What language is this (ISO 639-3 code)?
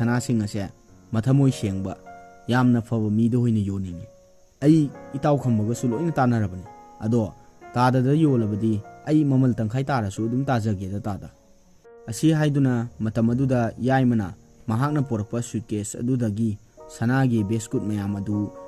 mni